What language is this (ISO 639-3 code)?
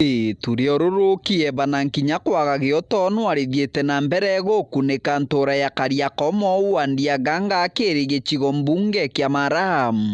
mer